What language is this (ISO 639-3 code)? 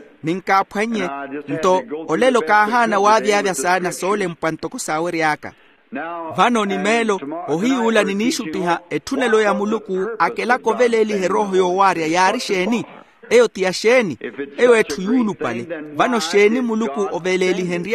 vmw